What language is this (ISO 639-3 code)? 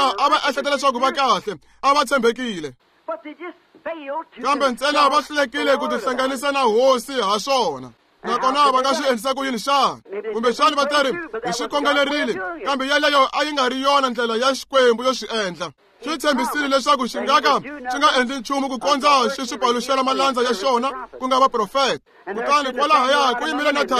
tso